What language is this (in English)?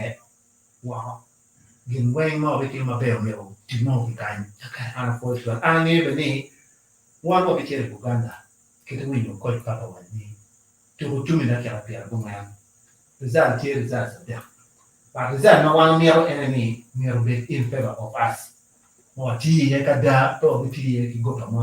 Acoli